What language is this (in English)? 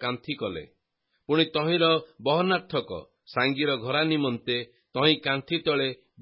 Odia